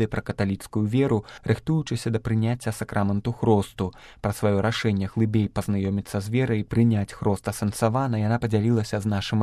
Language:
Belarusian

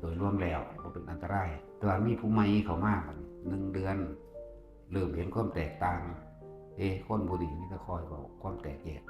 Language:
Northeastern Thai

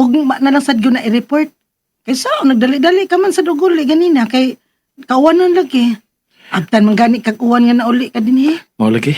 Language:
Cebuano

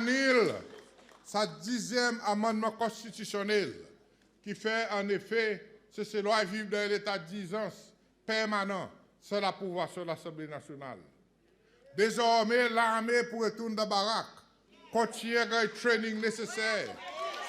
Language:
Seselwa Creole French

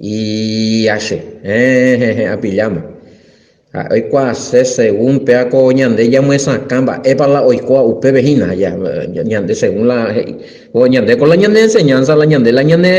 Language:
Guarani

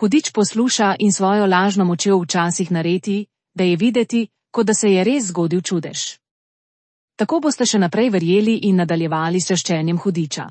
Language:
Slovenian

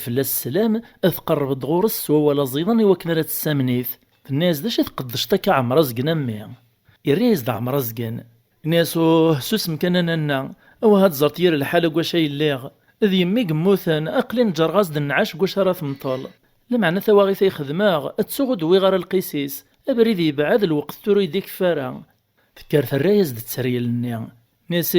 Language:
Kabyle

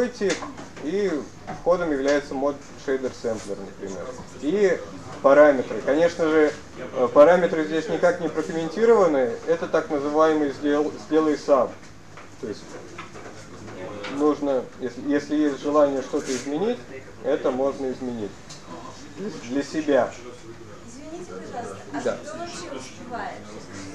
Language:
Russian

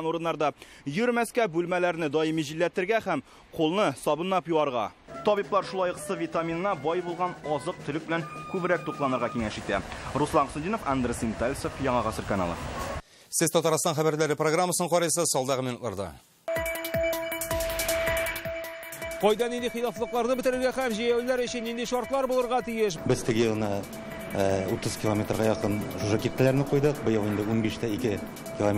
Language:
Tatar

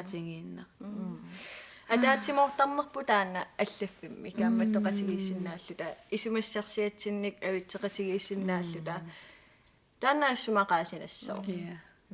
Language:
Kalaallisut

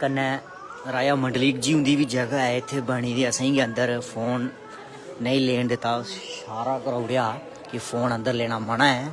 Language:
Dogri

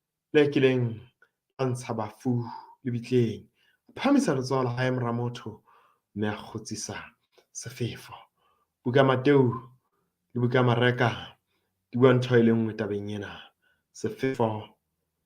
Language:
Southern Sotho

